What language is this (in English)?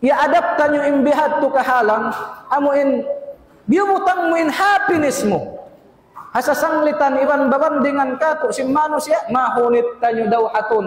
Tausug